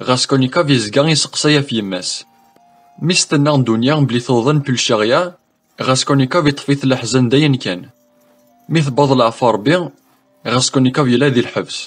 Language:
Kabyle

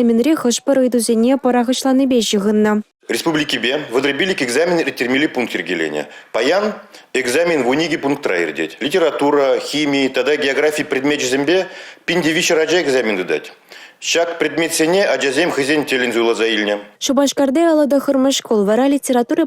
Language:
Chuvash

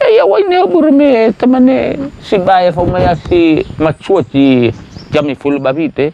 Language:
Nias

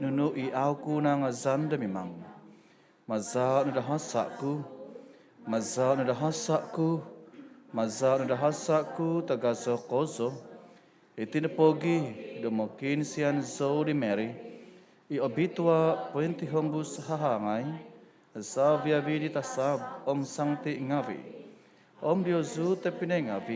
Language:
Central Dusun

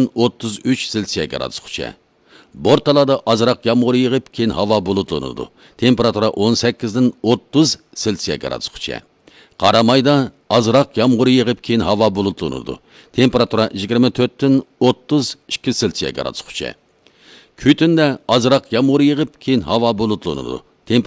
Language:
Uyghur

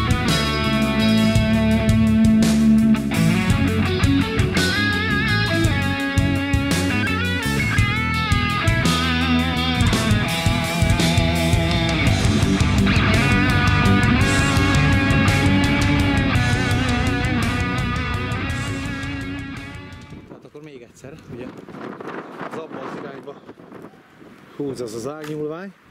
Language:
Hungarian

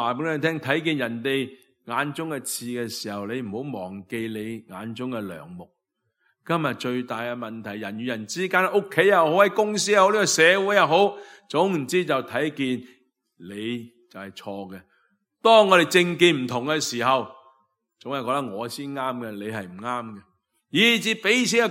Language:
Cantonese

